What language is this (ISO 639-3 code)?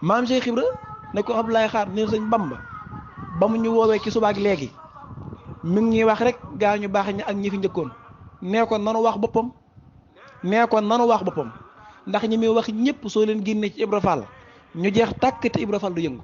wol